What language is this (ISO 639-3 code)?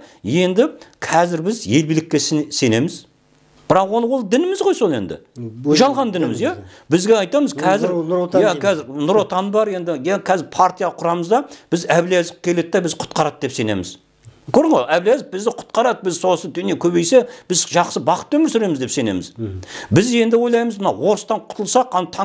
kaz